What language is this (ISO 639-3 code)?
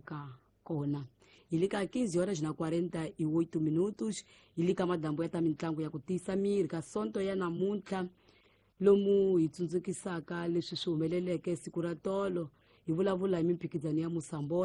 tso